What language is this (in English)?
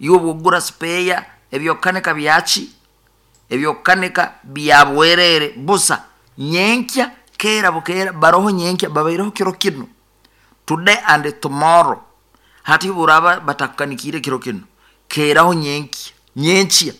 Nyoro